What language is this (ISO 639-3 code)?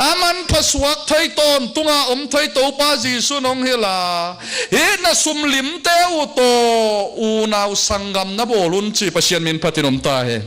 ctd